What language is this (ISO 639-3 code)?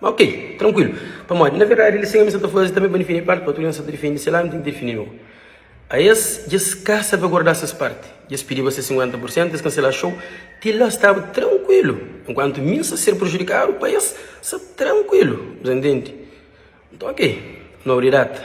kea